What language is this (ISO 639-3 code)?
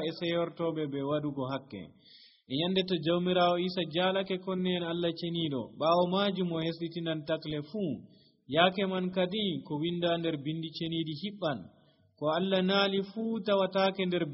fuv